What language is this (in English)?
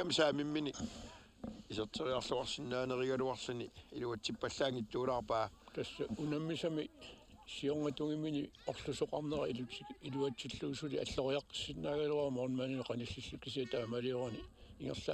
Kalaallisut